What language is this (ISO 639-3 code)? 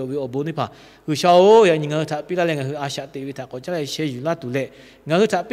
lhu